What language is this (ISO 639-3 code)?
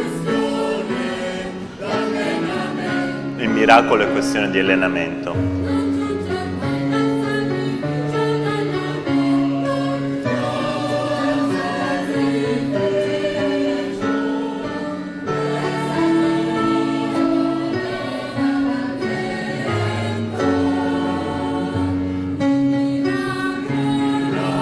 ita